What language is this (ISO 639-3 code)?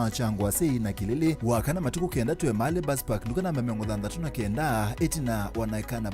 kam